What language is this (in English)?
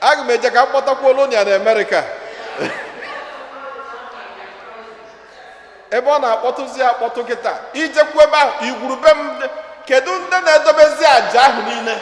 Igbo